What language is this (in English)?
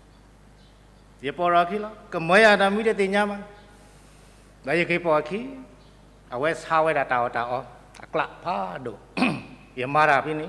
S'gaw Karen